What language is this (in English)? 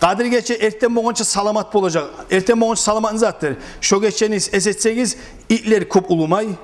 Kumyk